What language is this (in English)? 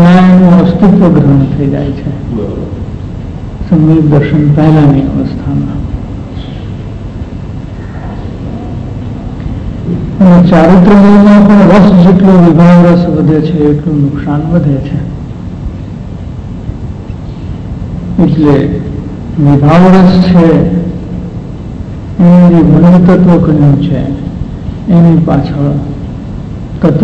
Gujarati